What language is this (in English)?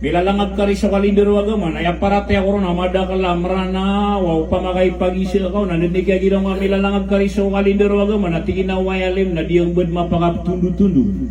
Maranao